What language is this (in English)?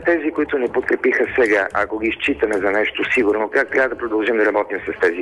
Bulgarian